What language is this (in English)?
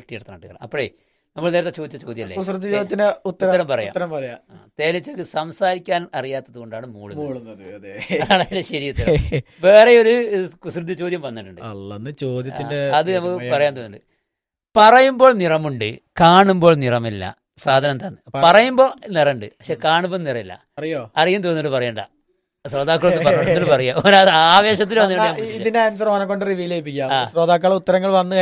Malayalam